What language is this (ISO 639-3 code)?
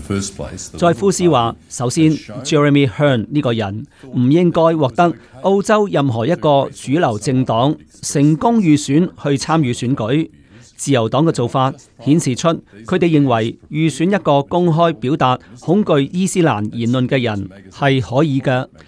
yue